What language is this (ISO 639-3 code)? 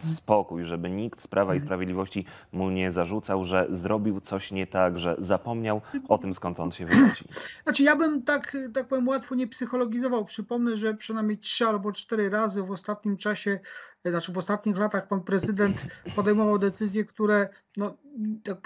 pol